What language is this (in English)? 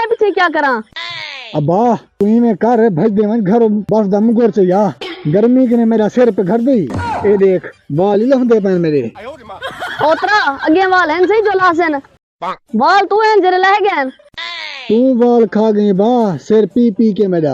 Saraiki